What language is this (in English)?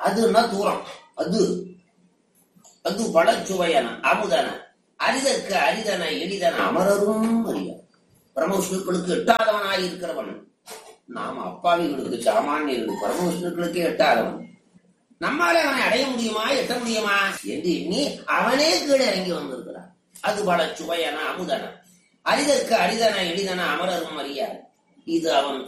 Tamil